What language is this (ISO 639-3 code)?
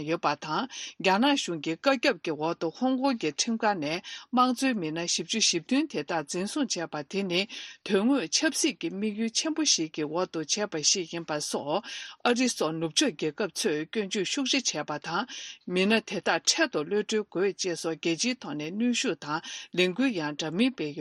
bod